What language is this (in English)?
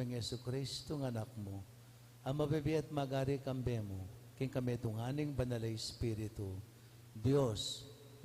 Pampanga